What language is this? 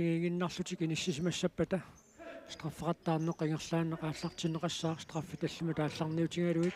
Kalaallisut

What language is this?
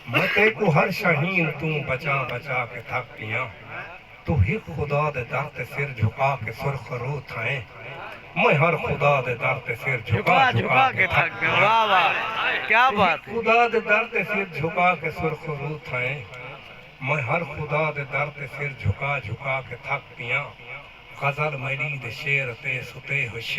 Saraiki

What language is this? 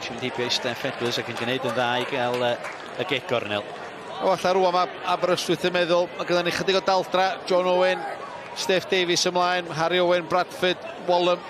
Welsh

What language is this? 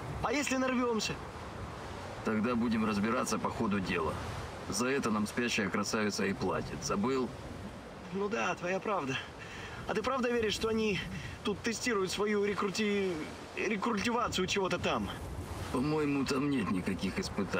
Russian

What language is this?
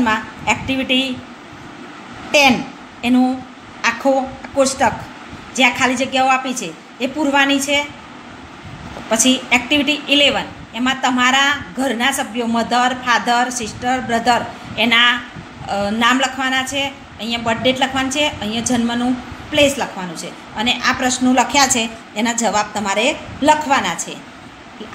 Gujarati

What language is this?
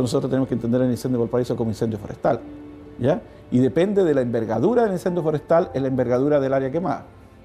Spanish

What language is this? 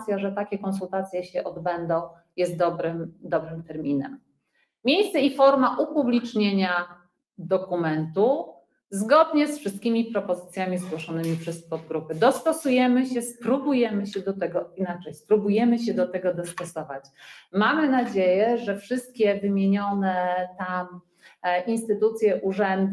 Polish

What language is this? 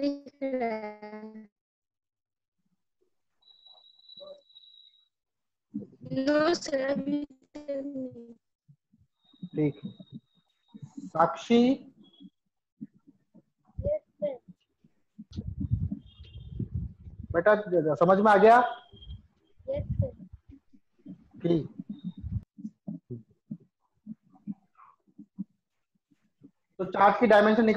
Hindi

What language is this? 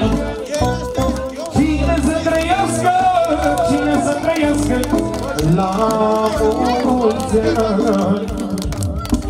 Romanian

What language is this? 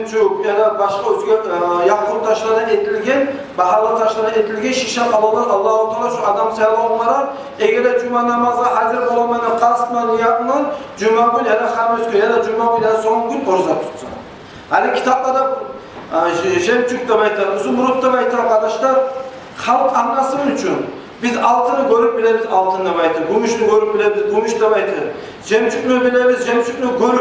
Kumyk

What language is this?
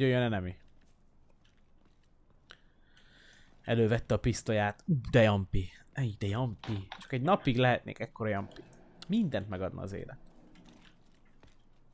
Hungarian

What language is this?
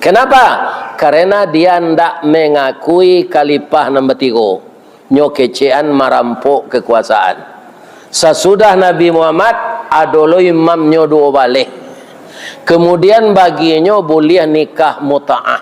Minangkabau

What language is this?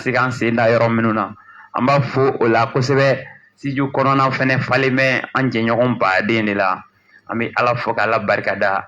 Bambara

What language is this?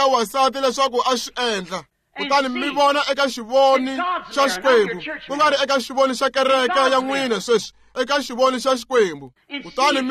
Tsonga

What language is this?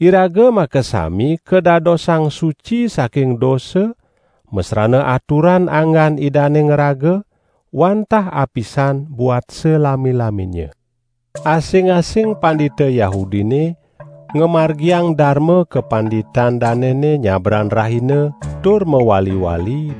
Balinese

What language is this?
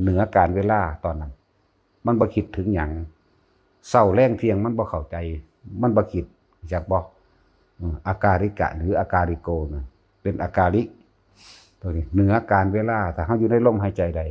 Northeastern Thai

